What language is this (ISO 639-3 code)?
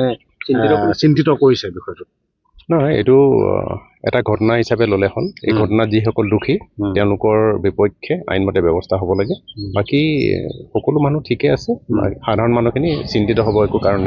asm